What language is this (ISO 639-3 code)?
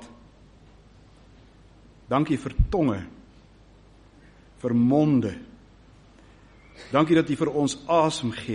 afr